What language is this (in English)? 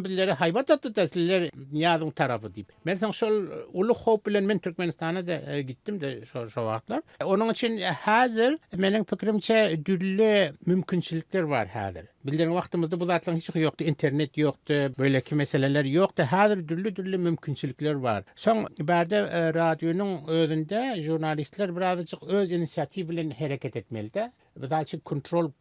Turkmen